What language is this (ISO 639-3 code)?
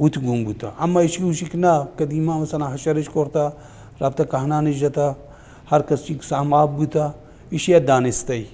bal